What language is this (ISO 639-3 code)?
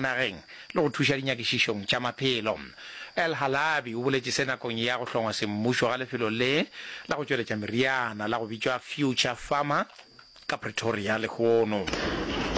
nso